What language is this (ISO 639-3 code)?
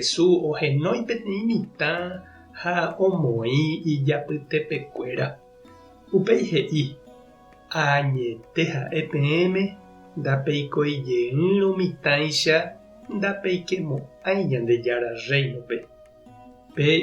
grn